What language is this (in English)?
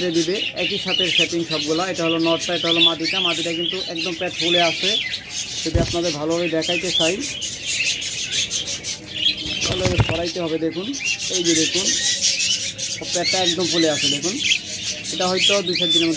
Bangla